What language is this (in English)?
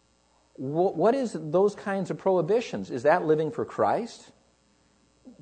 English